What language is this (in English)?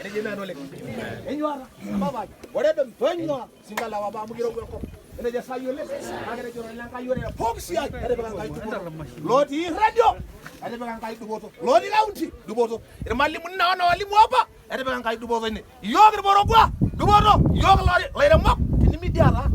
Masai